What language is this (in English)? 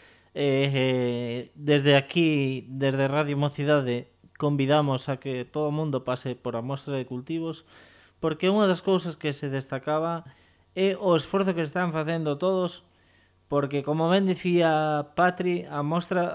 Galician